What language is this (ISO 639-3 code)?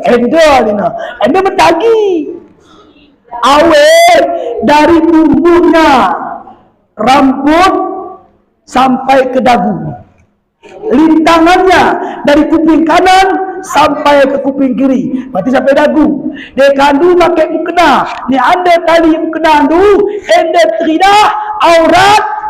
btz